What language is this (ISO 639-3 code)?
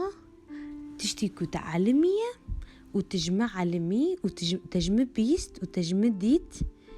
kur